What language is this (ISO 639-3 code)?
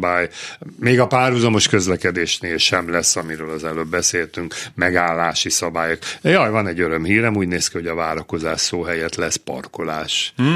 hun